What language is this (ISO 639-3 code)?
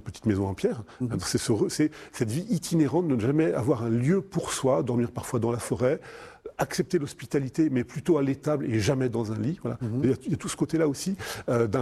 fra